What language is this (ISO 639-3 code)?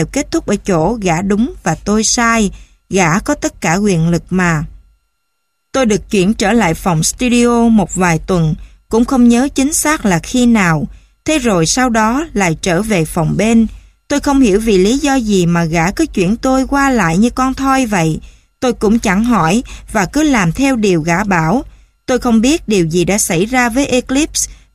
vie